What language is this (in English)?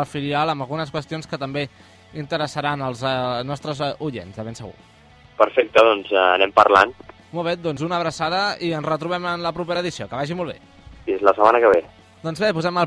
Catalan